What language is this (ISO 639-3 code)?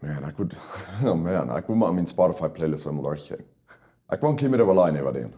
pdt